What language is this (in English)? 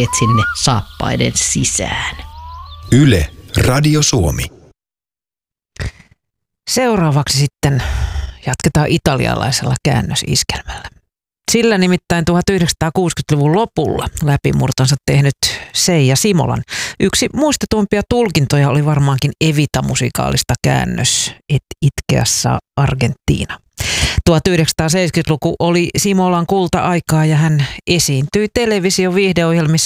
Finnish